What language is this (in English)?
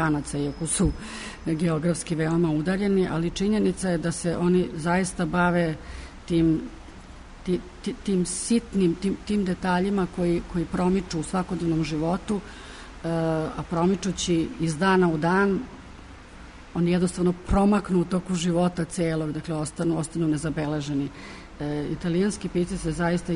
Serbian